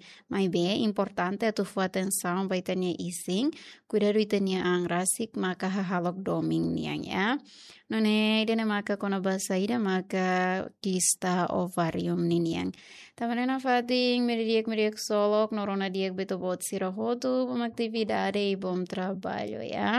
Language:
Tetum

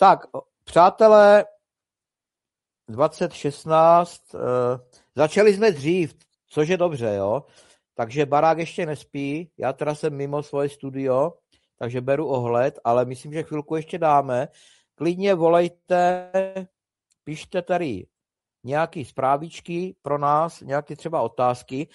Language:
Czech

